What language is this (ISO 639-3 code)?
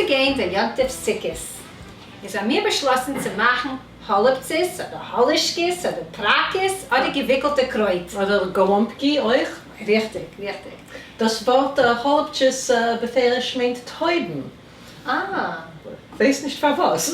yid